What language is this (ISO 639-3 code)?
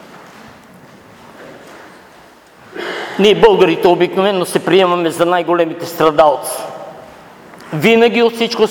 bul